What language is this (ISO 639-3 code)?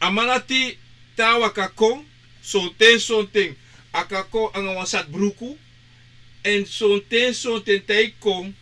srn